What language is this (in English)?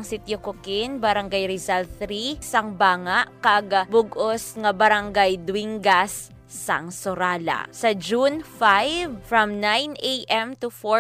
Hiligaynon